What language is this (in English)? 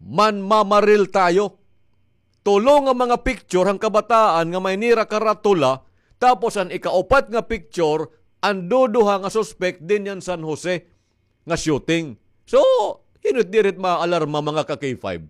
Waray